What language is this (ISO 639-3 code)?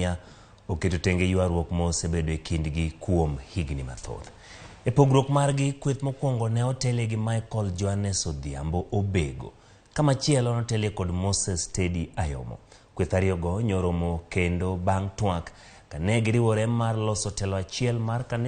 luo